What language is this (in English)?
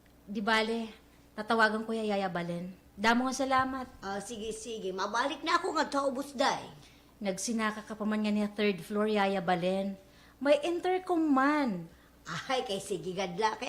Waray